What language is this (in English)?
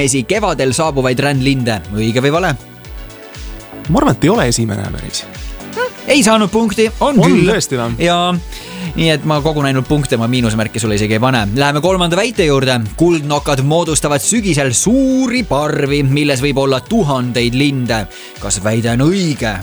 Estonian